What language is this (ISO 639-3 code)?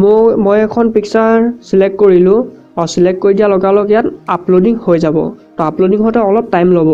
asm